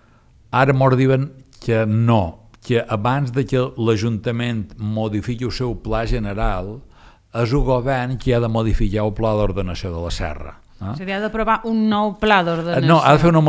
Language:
Catalan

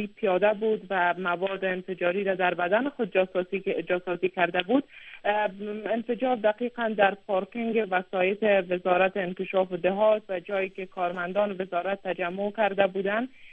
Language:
Persian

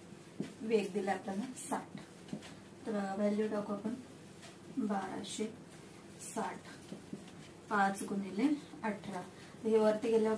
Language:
Marathi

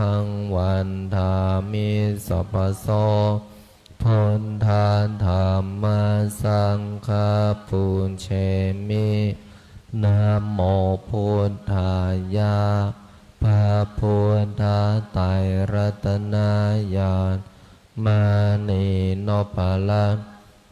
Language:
Pali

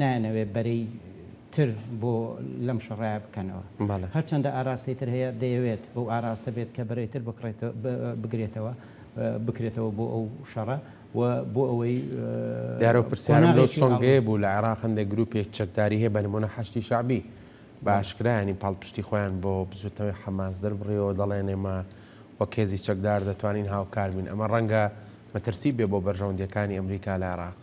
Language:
Central Kurdish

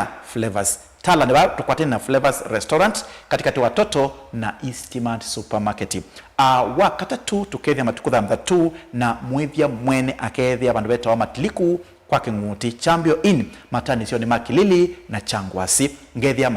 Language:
Kamba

